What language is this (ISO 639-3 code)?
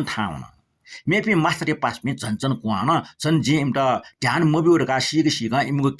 new